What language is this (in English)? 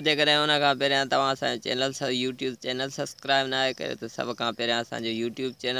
Sindhi